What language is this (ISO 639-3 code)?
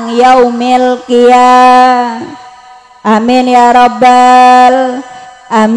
mad